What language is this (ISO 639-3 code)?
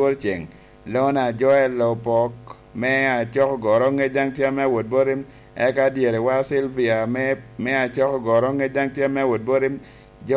laj